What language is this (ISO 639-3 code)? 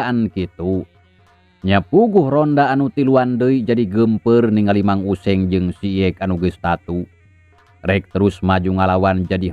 sun